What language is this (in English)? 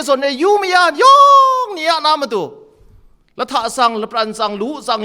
Kachin